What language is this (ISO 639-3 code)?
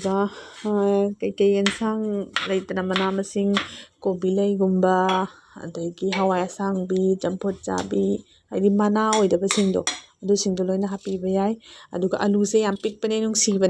mni